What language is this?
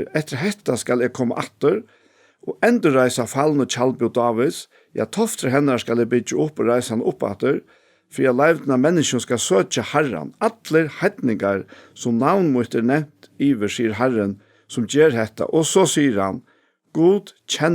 Faroese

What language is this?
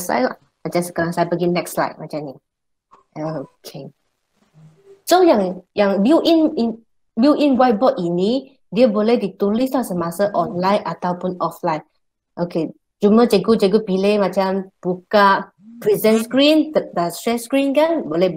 Malay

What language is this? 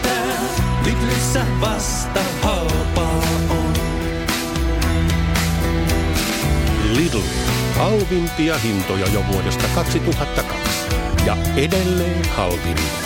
Finnish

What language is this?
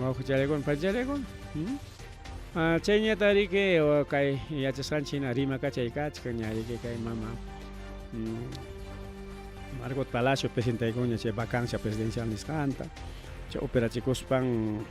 Ayacucho Quechua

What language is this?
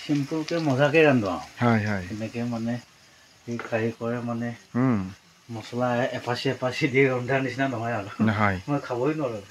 Assamese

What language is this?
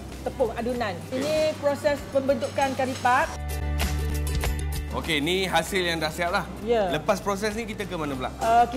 Malay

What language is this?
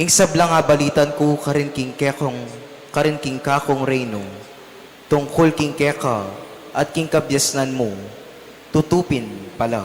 Pampanga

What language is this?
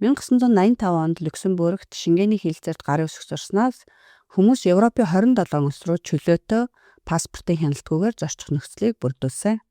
Mongolian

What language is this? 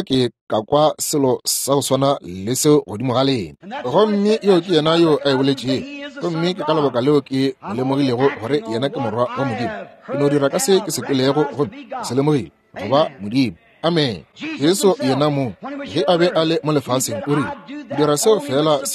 Northern Sotho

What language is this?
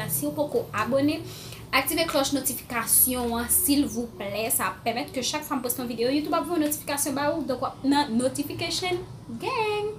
Haitian Creole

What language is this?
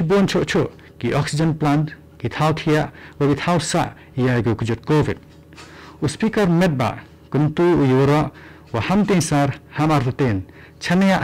Khasi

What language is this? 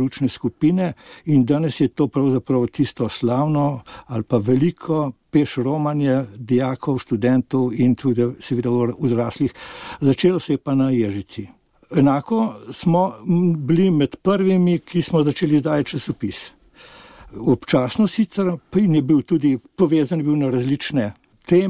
Slovenian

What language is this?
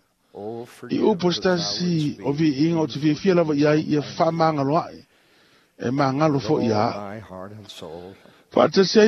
Samoan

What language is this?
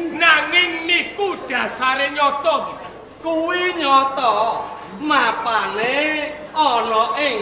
Javanese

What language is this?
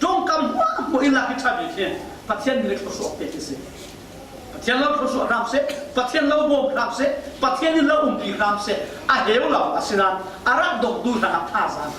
Falam Chin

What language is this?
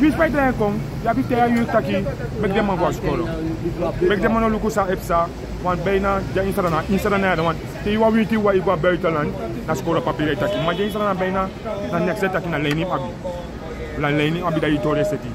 Sranan Tongo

